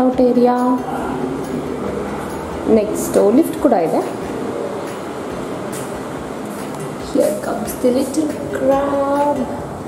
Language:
Kannada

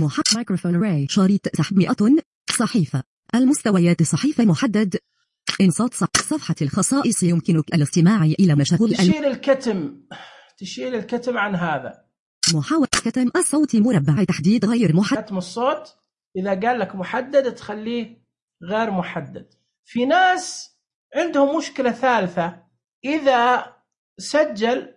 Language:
Najdi Arabic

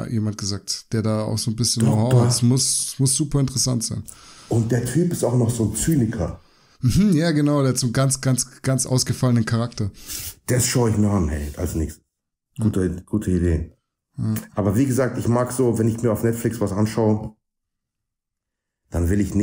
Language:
German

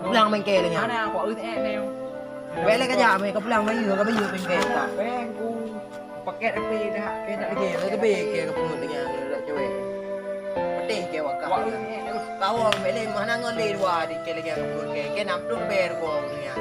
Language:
Achinese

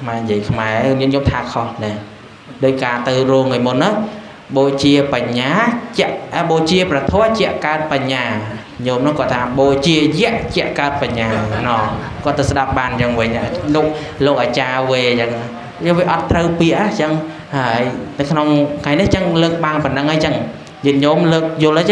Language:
Khmer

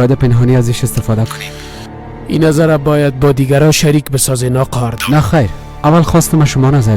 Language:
Persian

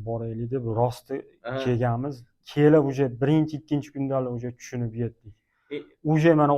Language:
Uzbek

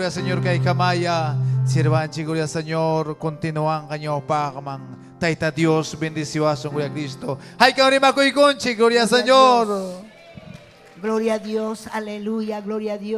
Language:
Ayacucho Quechua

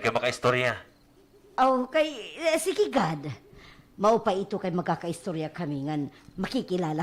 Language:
Waray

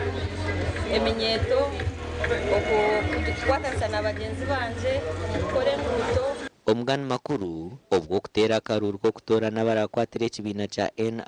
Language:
Nyankole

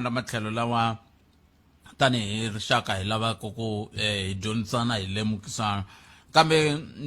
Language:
Tsonga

